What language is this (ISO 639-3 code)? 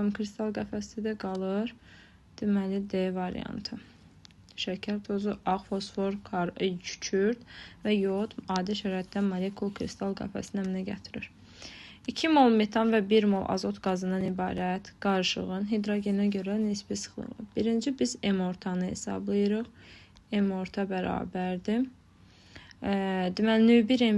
aze